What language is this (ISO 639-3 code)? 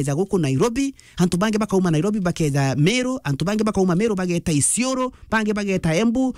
mer